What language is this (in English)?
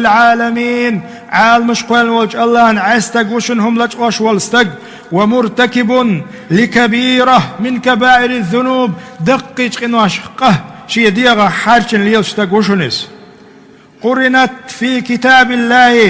Chechen